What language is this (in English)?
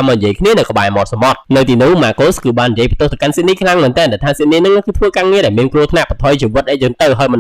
Khmer